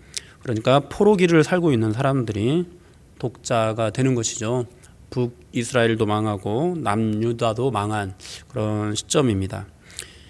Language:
Korean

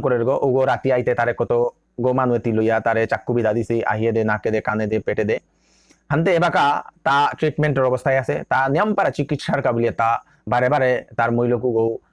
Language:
Bishnupriya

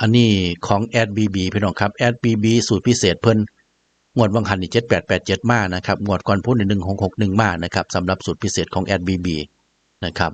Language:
Northeastern Thai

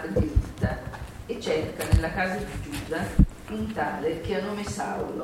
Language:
Italian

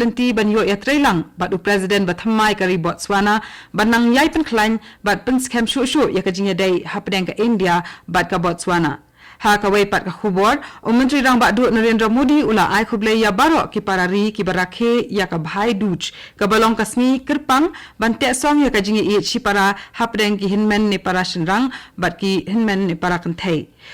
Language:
Khasi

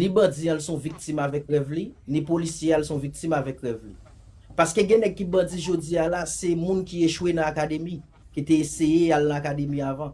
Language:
Haitian Creole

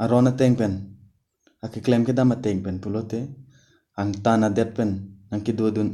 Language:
Karbi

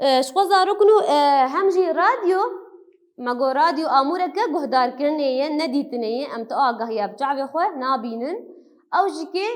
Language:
Kurdish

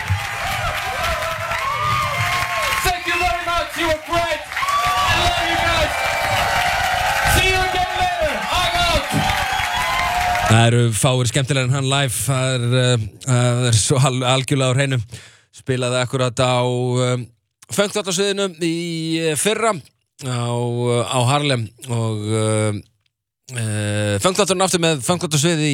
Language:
Icelandic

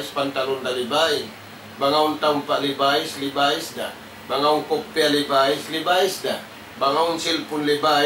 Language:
Tausug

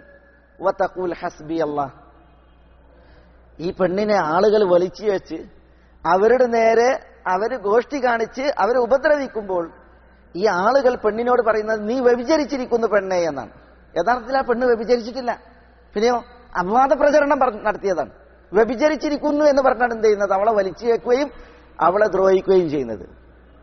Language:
Malayalam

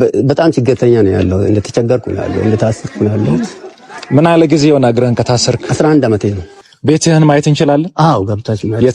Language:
Amharic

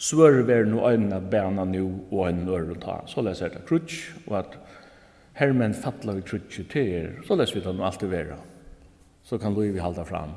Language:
Faroese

